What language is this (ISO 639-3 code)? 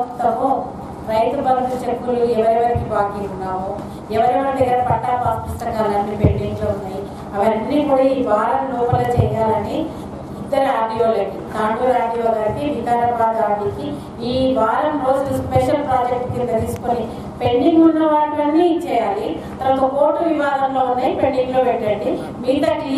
tel